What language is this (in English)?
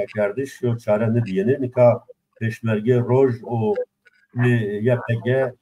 Zaza